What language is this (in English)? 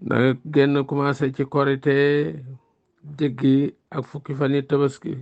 Wolof